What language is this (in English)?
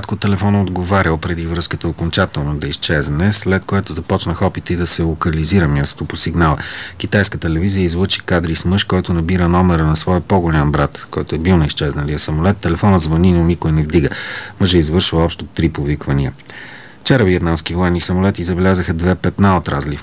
Bulgarian